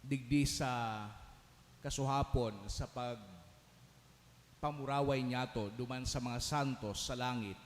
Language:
Bikol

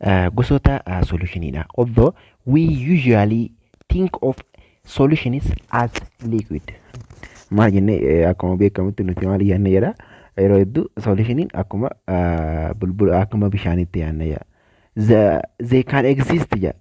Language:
Oromo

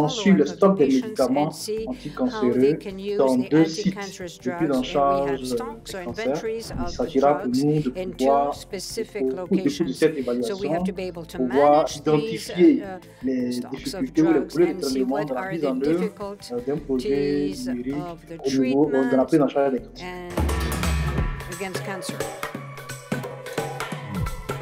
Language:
French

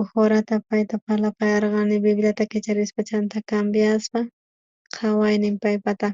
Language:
South Bolivian Quechua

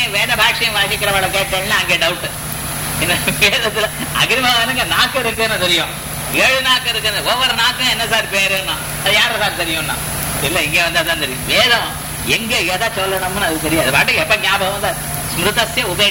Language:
Tamil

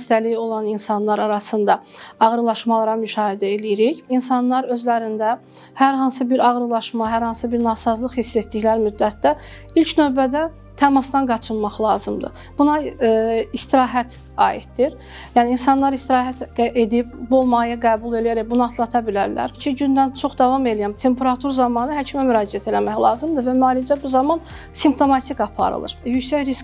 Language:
Azerbaijani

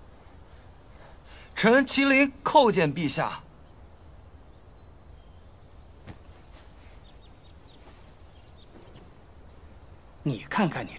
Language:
Chinese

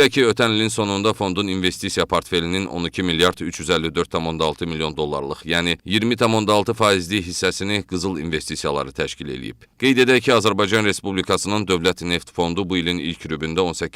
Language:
Azerbaijani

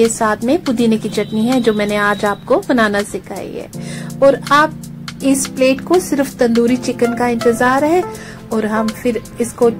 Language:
Hindi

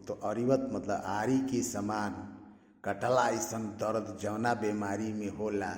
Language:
Bhojpuri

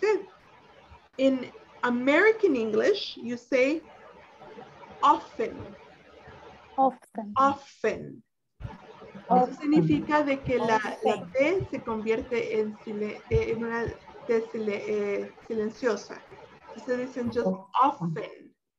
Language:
Spanish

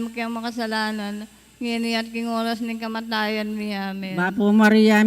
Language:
Pampanga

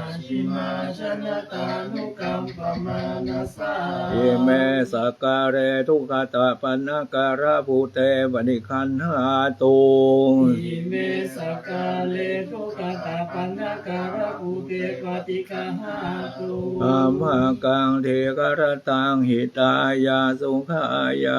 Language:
Pali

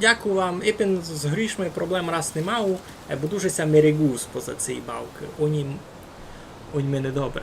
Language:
Rusyn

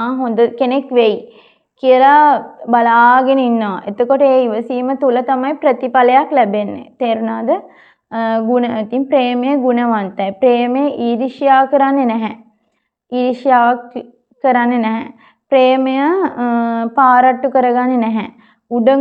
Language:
Sinhala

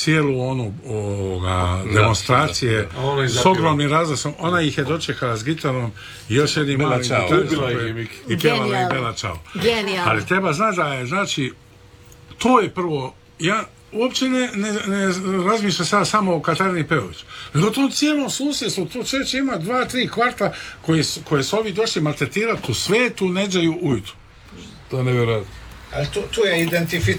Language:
Croatian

